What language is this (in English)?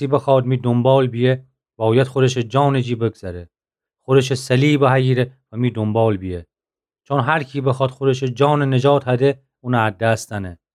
Gilaki